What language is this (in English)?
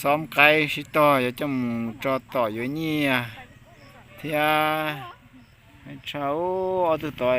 Hmong